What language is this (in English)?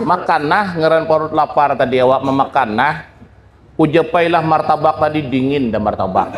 Banjar